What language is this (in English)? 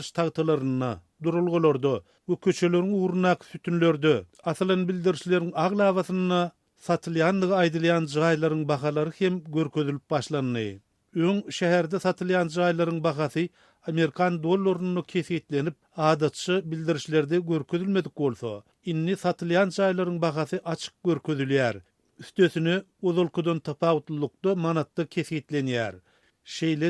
Turkmen